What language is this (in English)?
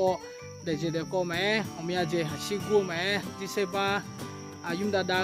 Akha